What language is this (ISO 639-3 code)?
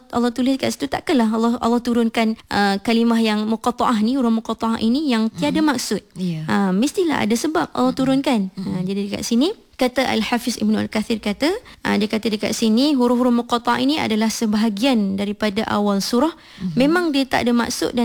msa